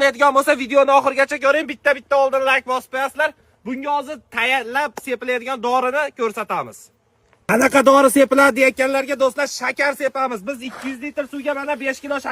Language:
Uzbek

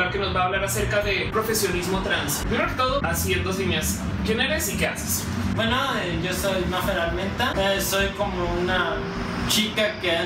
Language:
Spanish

